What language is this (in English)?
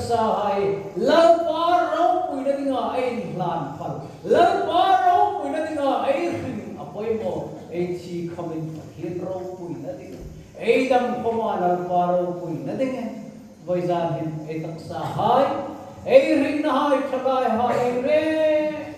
Hmar